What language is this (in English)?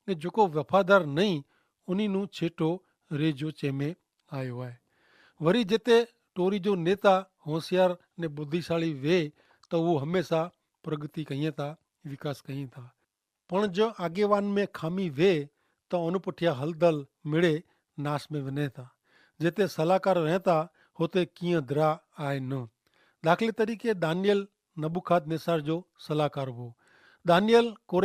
Kachhi